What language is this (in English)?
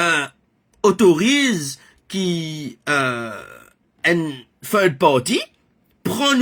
Morisyen